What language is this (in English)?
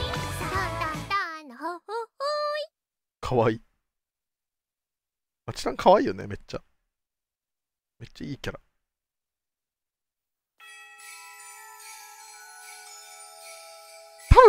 Japanese